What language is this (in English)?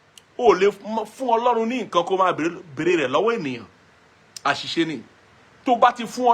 Yoruba